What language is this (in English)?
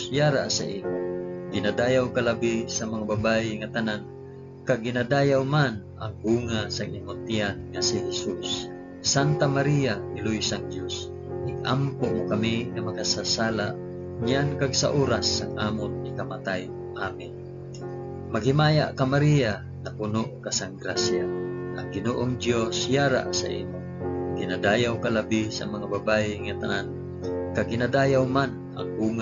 Hiligaynon